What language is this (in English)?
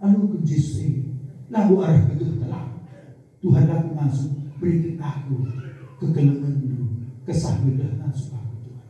Batak Karo